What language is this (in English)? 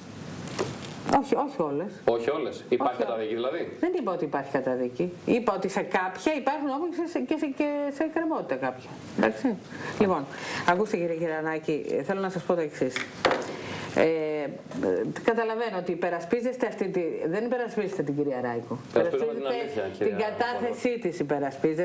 Greek